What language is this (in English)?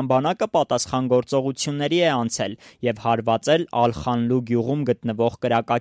Armenian